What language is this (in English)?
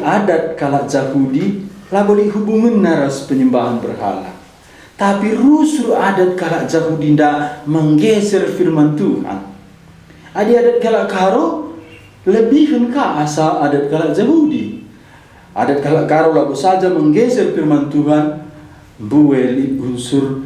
Batak Karo